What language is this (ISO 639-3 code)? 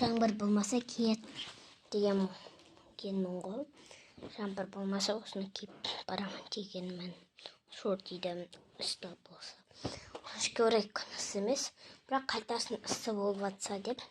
kaz